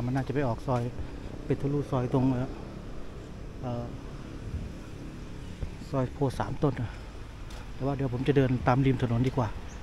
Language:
Thai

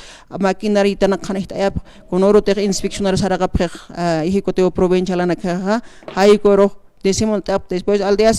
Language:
Aymara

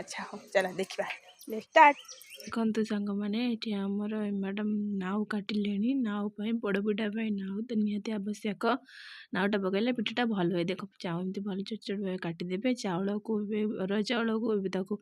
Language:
Odia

